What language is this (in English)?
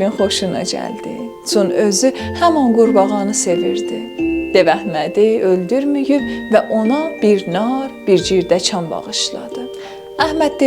South Azerbaijani